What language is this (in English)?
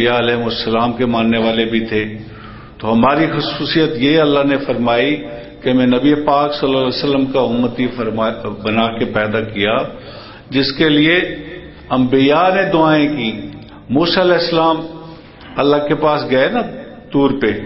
Urdu